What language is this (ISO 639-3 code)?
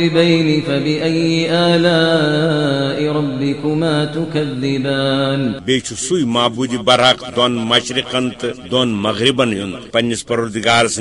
kas